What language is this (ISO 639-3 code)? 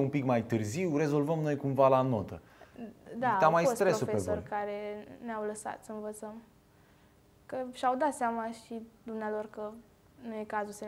ron